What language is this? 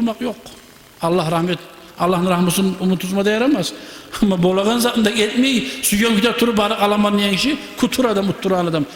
Kumyk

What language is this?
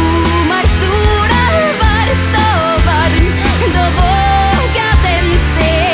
Norwegian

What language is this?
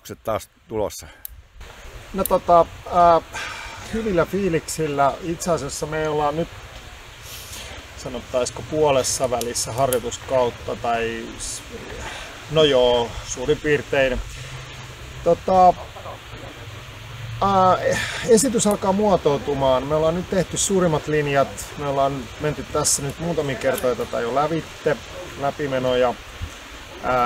Finnish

